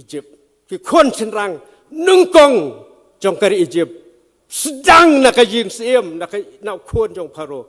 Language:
Khasi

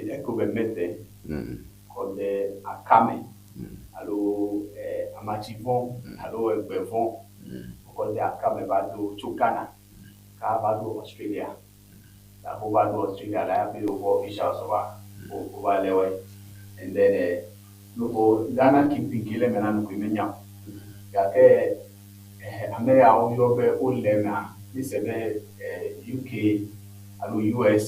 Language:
Ewe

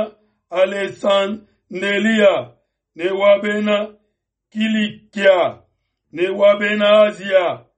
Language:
Luba-Lulua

